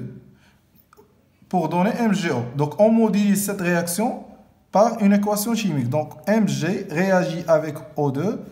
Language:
French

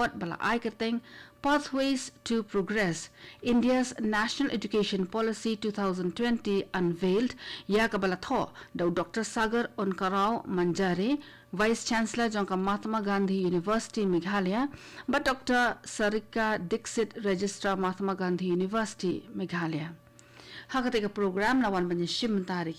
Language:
Khasi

